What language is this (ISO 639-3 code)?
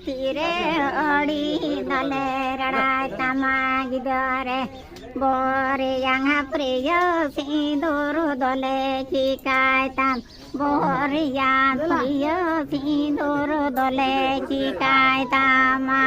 sat